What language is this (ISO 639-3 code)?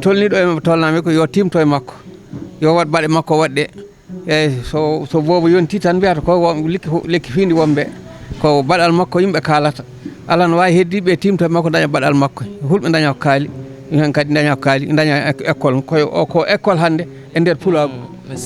ful